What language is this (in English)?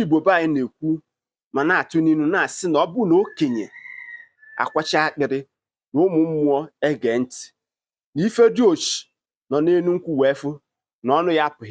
Igbo